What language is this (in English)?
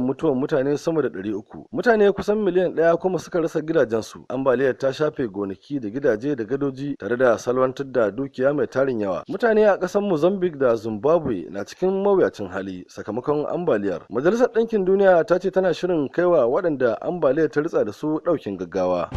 Hausa